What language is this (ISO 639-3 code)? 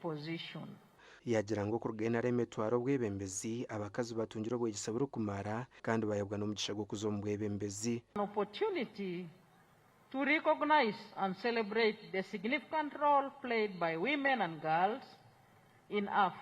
nyn